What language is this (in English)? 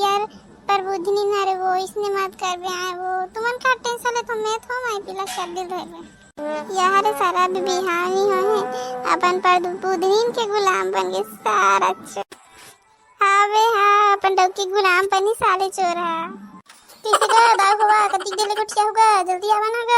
Chhattisgarhi